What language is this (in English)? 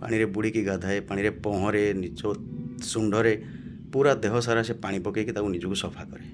Odia